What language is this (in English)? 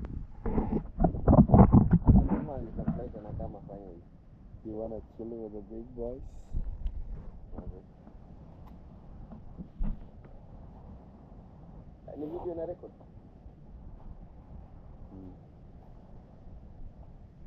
Swahili